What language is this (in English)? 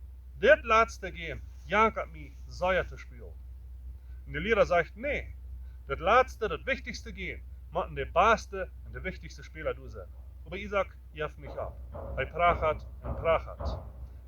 Plautdietsch